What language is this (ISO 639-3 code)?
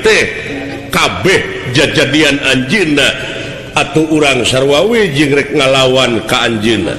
sun